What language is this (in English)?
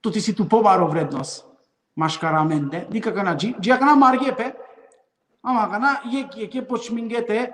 Balkan Romani